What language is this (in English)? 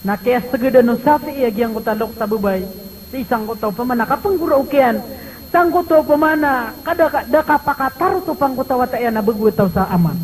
Maranao